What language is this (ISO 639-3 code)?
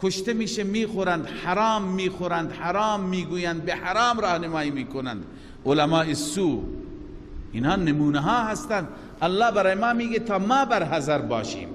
fas